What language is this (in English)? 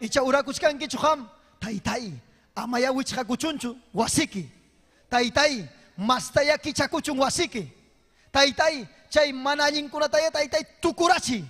Ayacucho Quechua